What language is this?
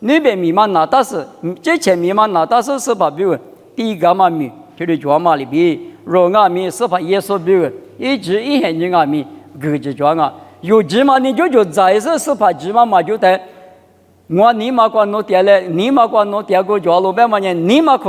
Lisu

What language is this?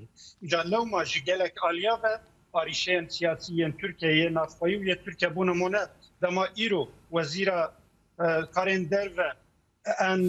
Kurdish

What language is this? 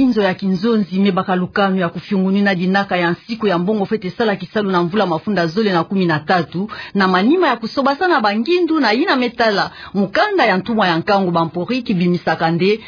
Kituba (Democratic Republic of Congo)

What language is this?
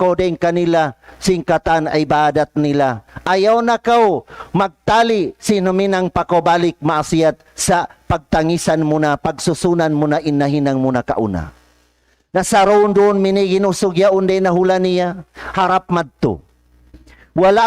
Tausug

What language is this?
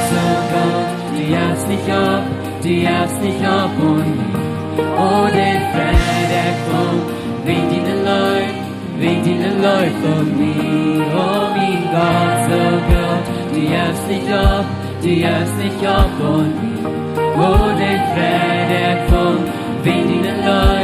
Plautdietsch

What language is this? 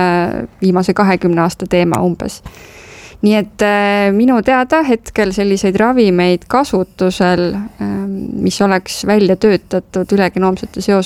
Estonian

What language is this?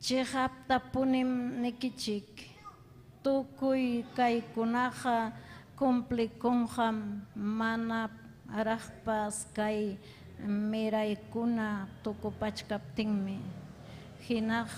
Ayacucho Quechua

